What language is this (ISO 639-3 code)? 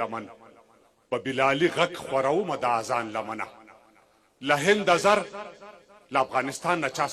pus